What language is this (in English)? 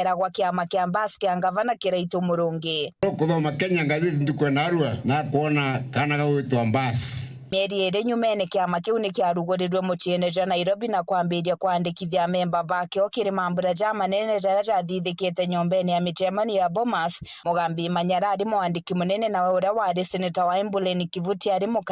Meru